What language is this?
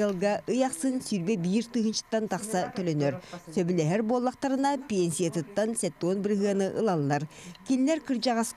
Yakut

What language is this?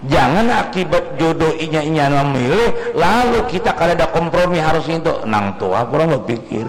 Banjar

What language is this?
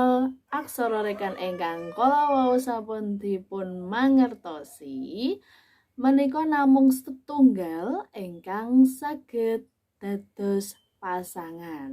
Javanese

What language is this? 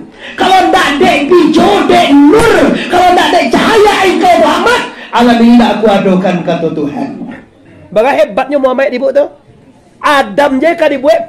Minangkabau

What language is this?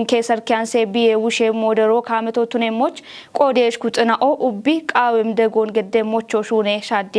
Kafa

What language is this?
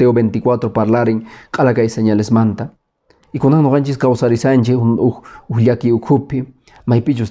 Quechua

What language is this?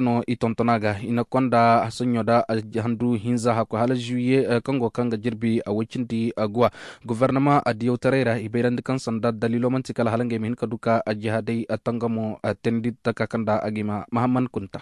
Koyraboro Senni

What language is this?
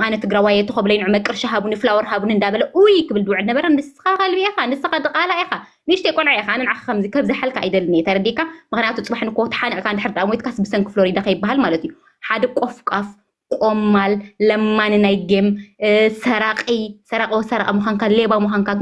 Tigrinya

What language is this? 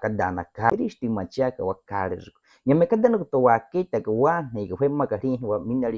Baniwa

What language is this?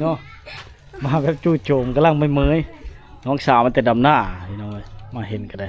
Lao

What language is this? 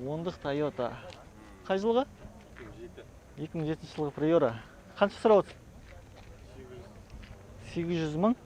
Kazakh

